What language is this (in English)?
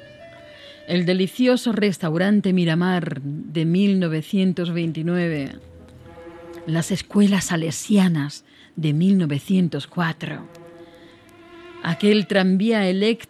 Spanish